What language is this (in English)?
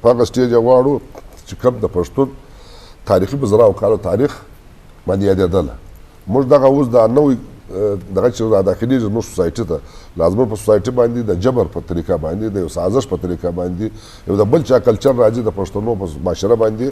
Eastern Balochi